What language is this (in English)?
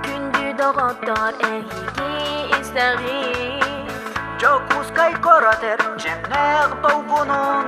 Yakut